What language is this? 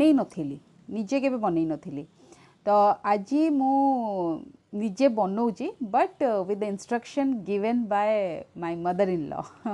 Odia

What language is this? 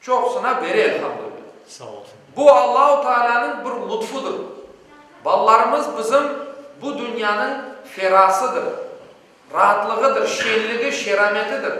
Crimean Tatar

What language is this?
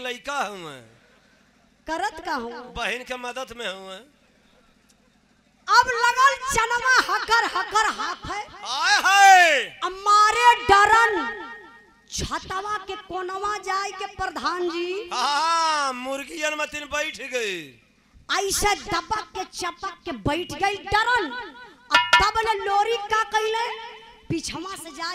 Bhojpuri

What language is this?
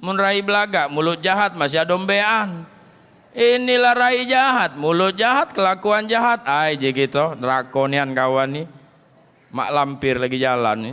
Musi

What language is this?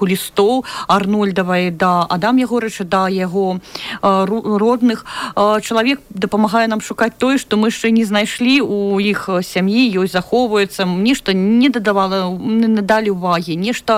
Belarusian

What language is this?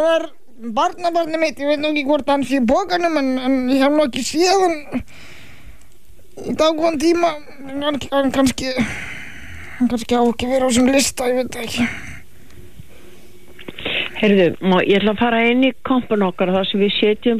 Icelandic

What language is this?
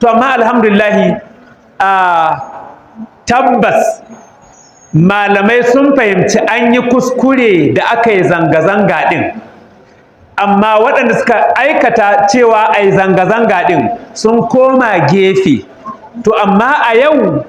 Hausa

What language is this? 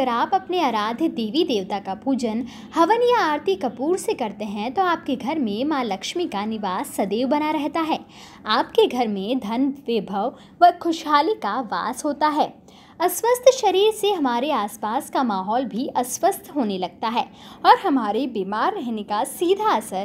Hindi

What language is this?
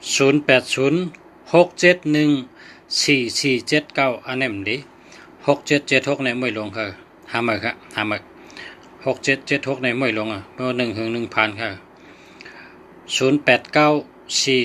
Shan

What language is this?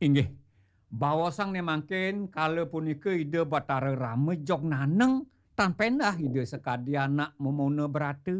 Balinese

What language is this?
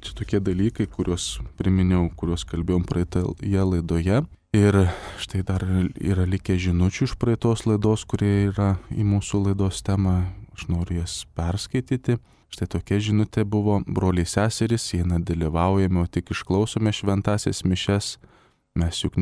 Lithuanian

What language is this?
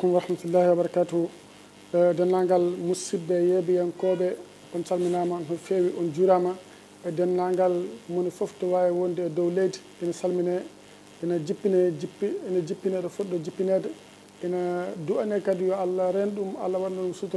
Fula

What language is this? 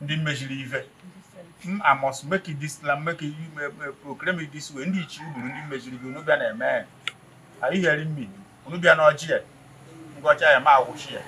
Igbo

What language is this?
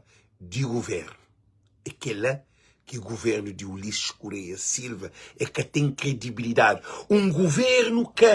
Kabuverdianu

